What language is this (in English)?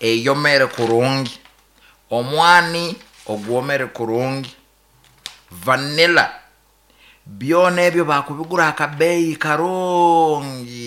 Nyankole